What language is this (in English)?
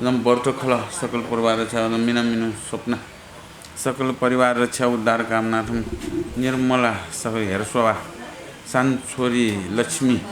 Newari